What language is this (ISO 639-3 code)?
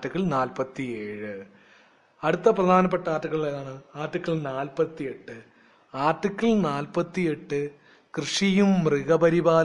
mal